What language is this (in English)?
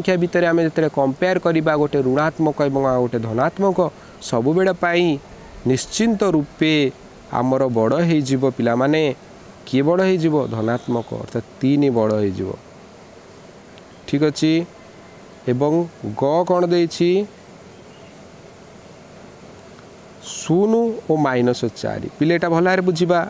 Odia